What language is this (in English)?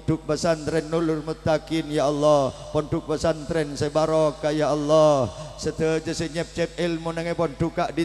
Madurese